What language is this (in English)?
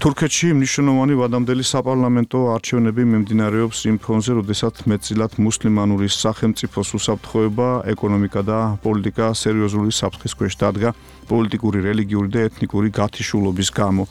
Georgian